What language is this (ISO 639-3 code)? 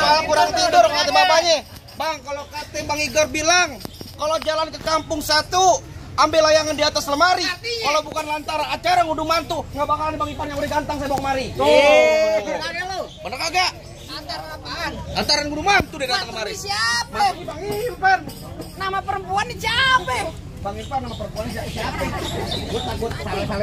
bew